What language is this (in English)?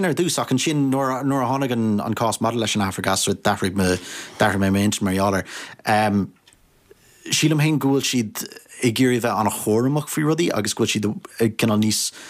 Irish